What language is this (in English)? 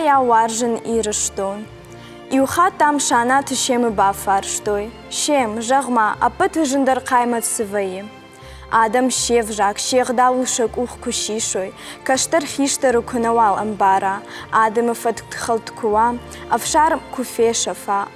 Ossetic